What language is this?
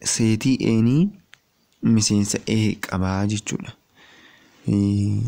Oromo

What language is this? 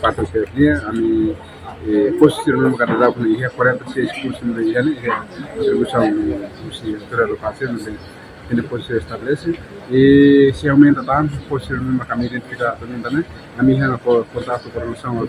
Tetum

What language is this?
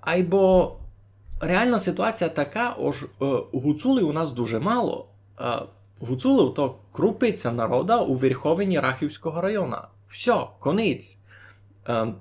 Rusyn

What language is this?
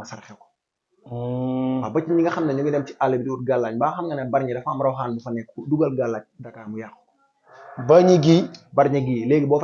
Wolof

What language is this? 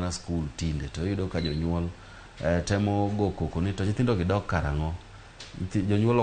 Luo (Kenya and Tanzania)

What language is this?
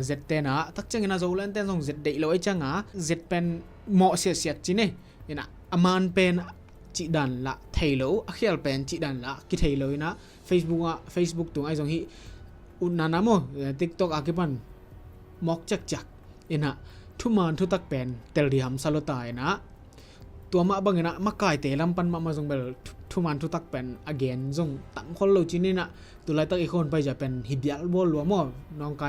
Tedim Chin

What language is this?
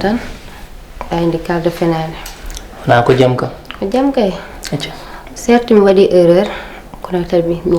Fula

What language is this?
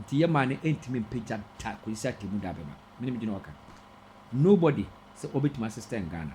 Akan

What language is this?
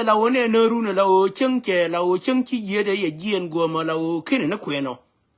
Nuer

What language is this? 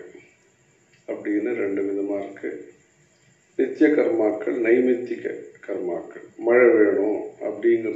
Tamil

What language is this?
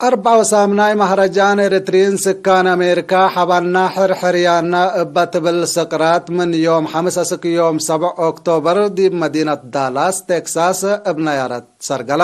Tigre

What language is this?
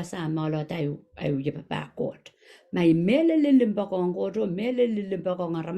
Pohnpeian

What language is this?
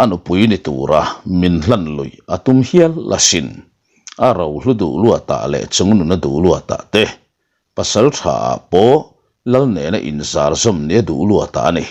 Mizo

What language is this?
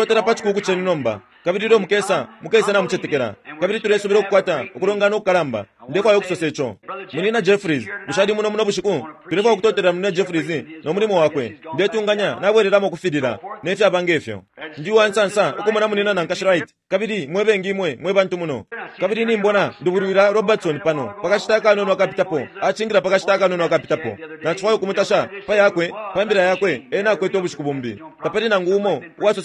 Bemba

